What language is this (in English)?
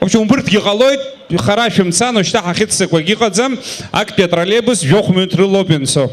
Abkhazian